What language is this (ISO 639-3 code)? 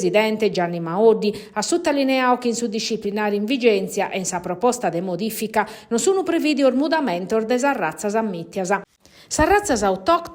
srd